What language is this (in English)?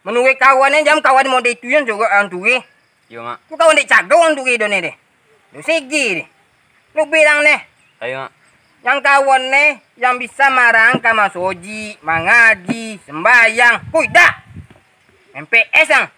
Minangkabau